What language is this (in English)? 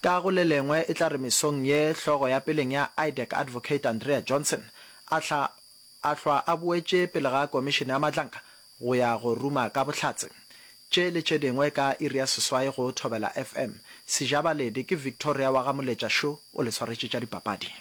Northern Sotho